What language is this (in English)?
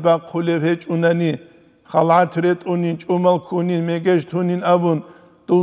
Avaric